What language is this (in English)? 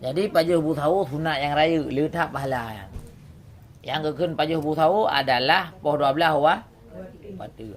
Achinese